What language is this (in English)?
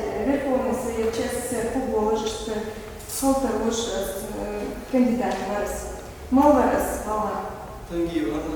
Ingush